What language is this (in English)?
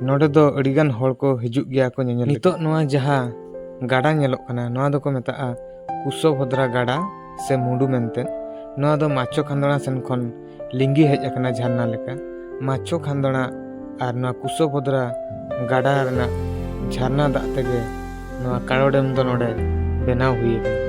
Santali